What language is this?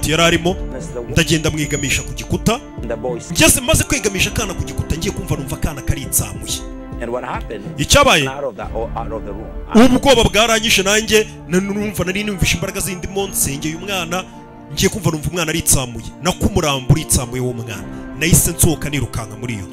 Kinyarwanda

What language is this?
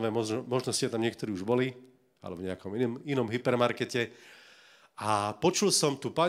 Slovak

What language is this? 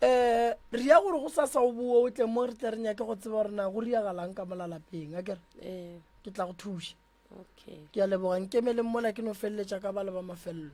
Northern Sotho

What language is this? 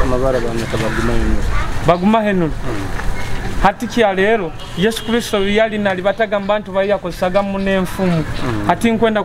Nyoro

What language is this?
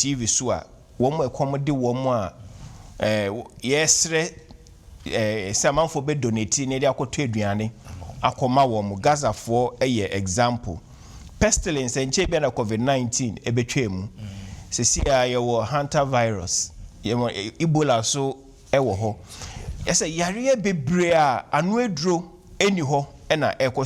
Akan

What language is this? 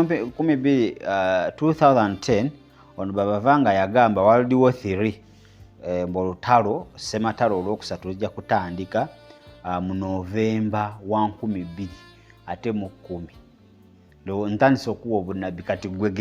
Ganda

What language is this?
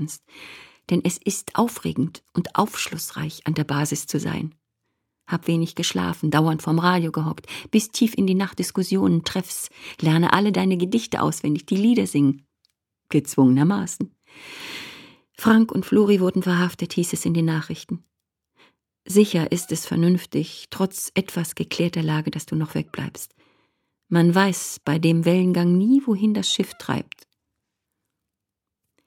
German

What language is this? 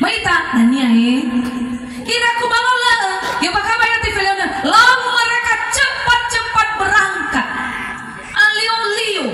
Nias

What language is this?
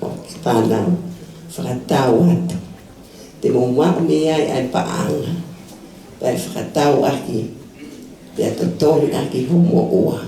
Tongan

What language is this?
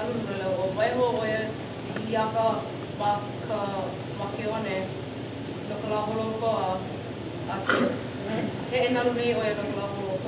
Hawaiian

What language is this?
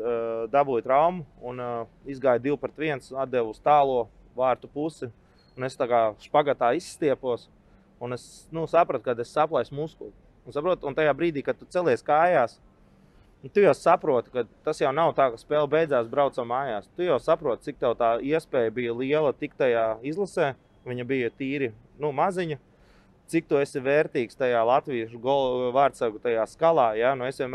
Latvian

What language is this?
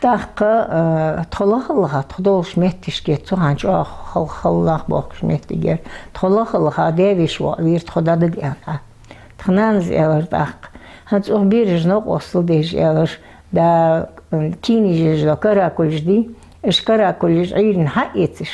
Ingush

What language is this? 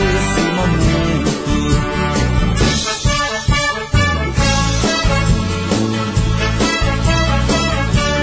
Portuguese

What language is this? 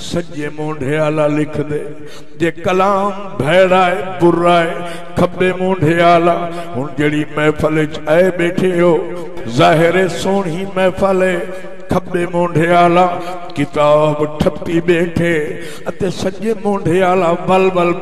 Saraiki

